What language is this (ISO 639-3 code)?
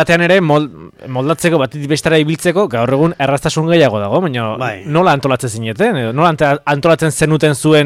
eus